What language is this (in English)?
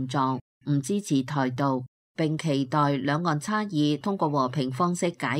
Cantonese